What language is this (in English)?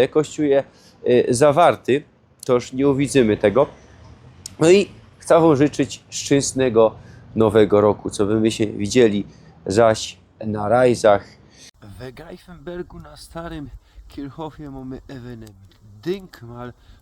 Silesian